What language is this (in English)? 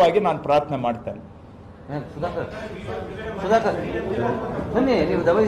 Kannada